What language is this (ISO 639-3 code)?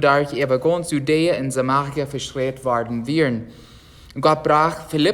pdt